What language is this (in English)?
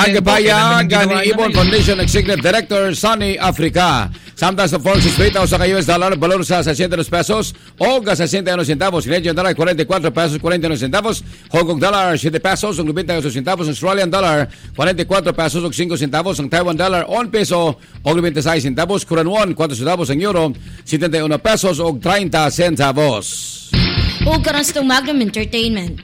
Cebuano